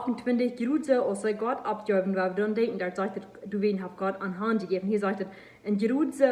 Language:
Plautdietsch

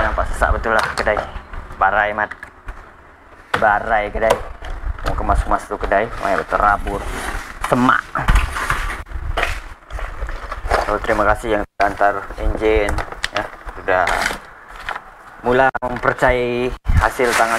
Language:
Malay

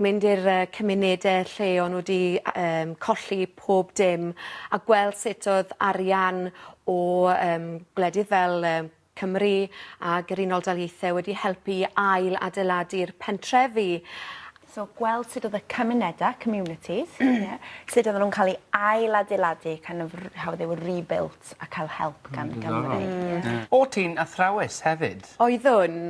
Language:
Welsh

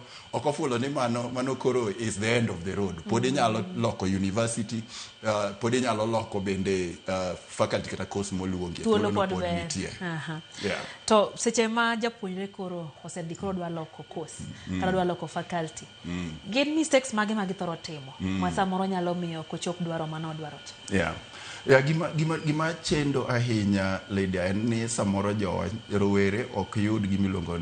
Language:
Luo (Kenya and Tanzania)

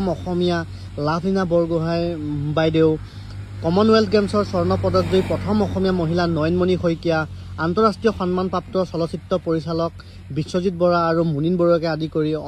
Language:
Assamese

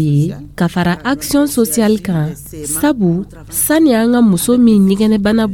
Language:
Dyula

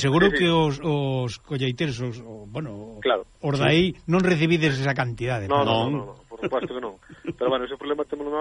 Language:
Galician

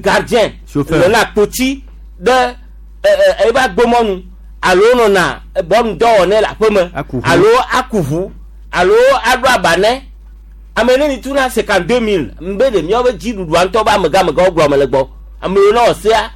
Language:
Gen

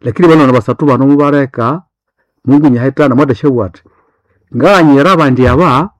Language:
Nande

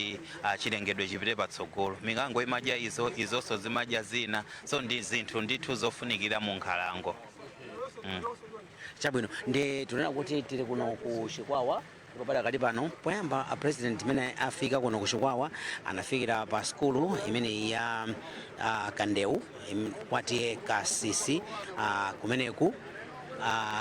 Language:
Nyanja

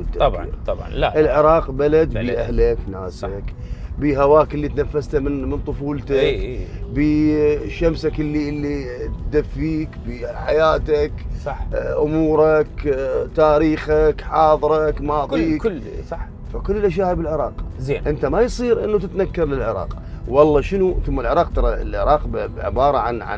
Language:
Mesopotamian Arabic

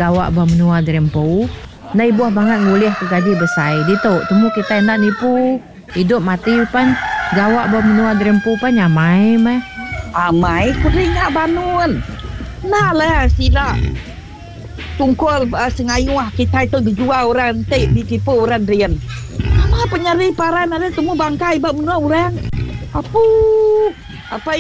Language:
Iban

